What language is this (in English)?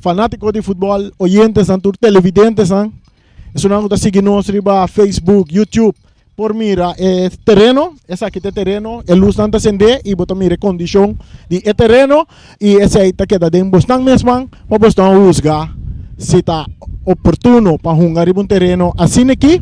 Papiamento